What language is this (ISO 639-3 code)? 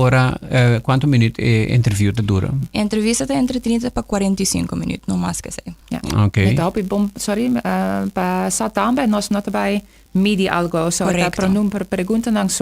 pap